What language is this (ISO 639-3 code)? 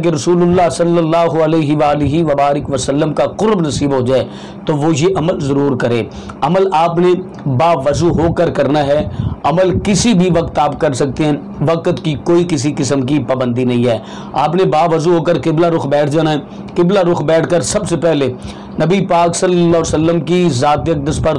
urd